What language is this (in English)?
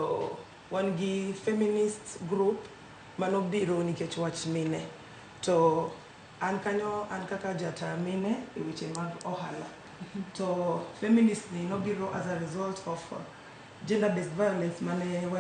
Luo (Kenya and Tanzania)